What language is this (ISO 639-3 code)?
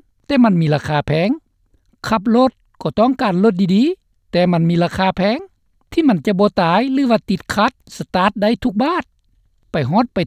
lao